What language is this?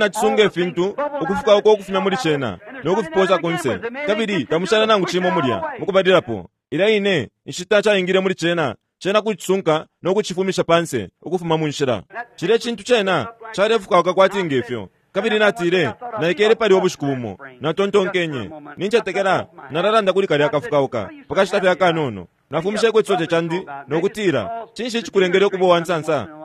Bemba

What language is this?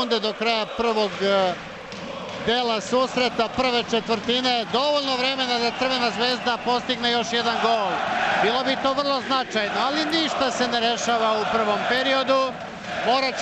Serbian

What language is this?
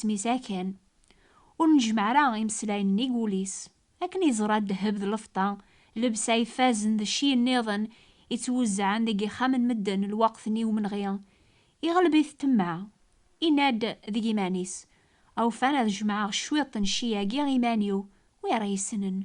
Kabyle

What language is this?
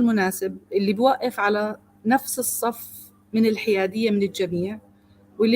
North Levantine Arabic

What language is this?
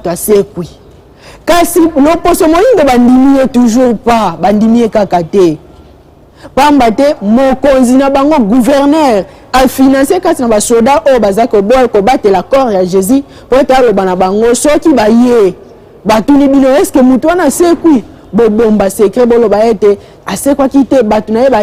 Lingala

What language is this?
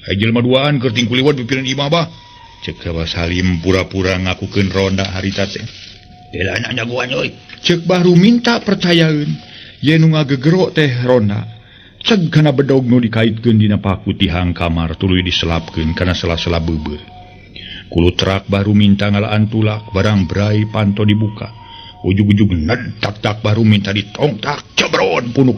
Sundanese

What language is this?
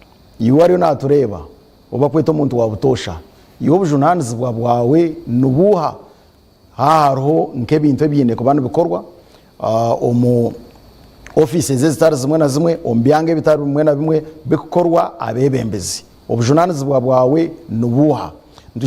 Nyankole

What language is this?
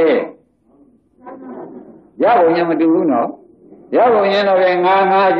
Burmese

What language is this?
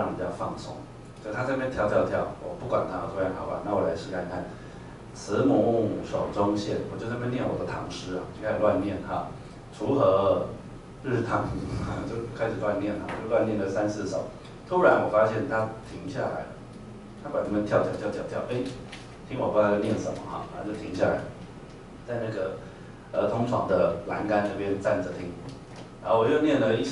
Chinese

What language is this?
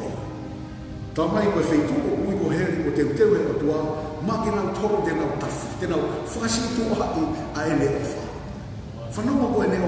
Tongan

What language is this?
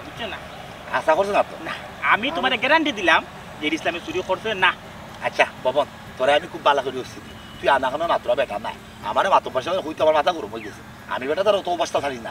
Sylheti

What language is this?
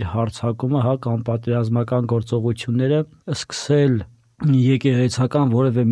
Armenian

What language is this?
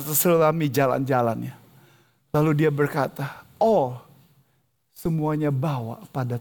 Indonesian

